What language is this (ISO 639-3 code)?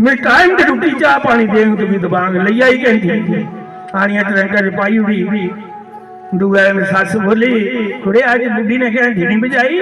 doi